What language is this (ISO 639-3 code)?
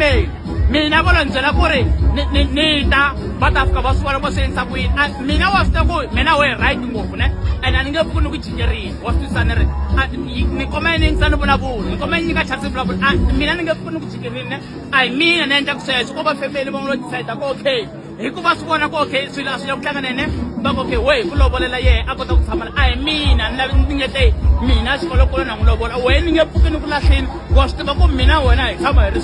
tso